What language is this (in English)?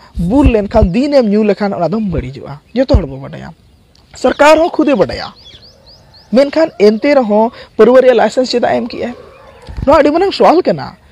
Santali